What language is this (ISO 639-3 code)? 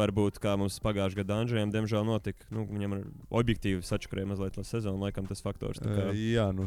lav